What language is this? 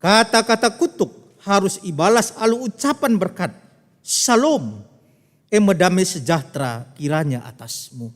Batak Karo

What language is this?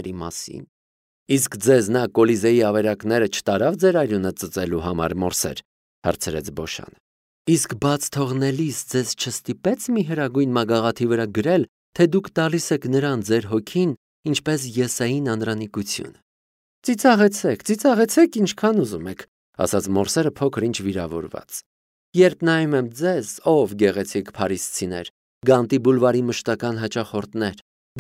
Armenian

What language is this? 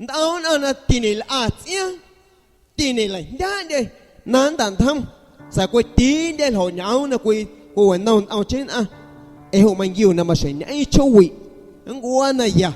Guerrero Amuzgo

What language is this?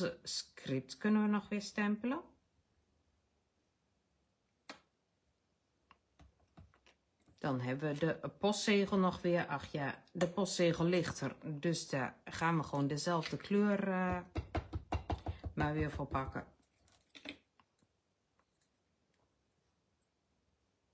Dutch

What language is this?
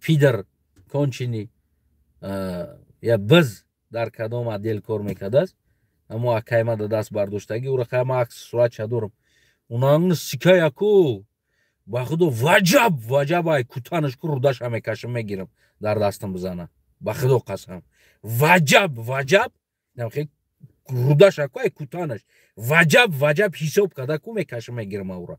Tajik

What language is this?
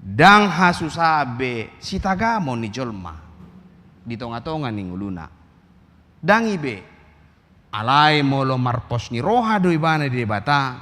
Batak Toba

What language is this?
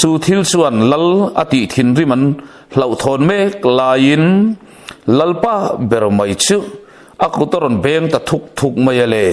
Mizo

